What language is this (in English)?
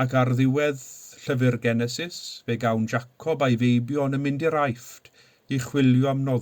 Welsh